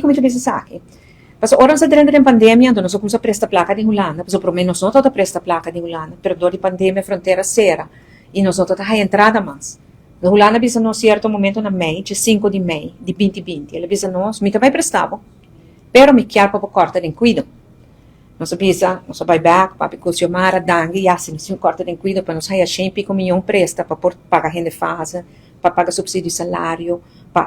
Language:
Papiamento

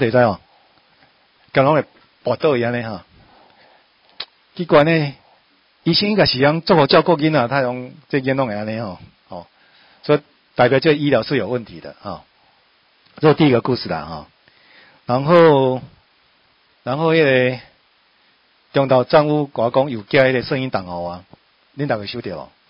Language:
Min Nan Chinese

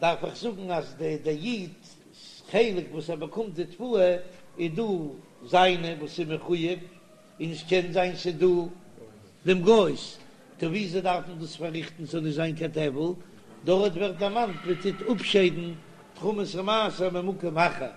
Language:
Yiddish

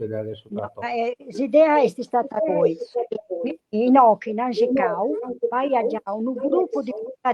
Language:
Sardinian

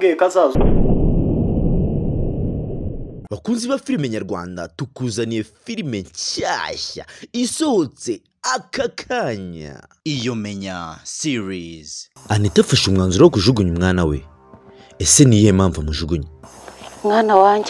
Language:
Kinyarwanda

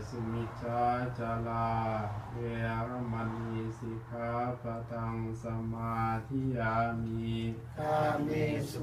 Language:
Pali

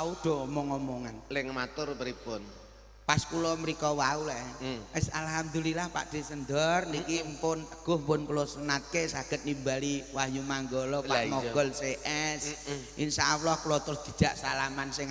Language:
Javanese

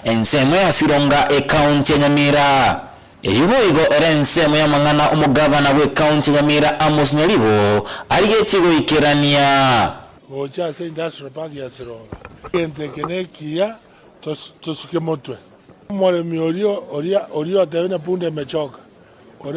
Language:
Gusii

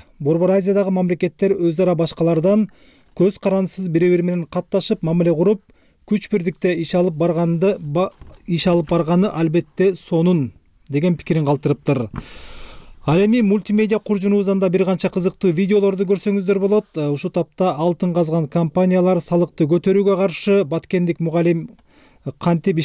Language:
Kyrgyz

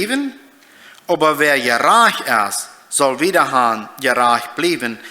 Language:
Plautdietsch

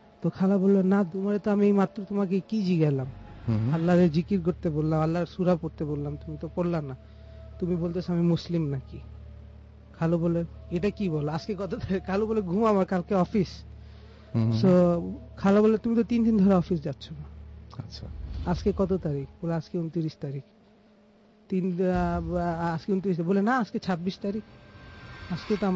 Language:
Bangla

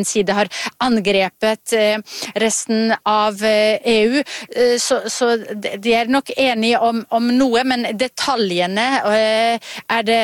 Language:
Norwegian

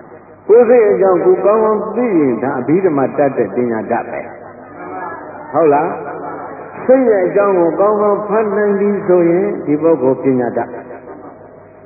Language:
Burmese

